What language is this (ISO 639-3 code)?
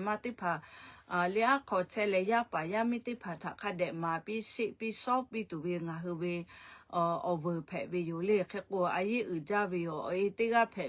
lhu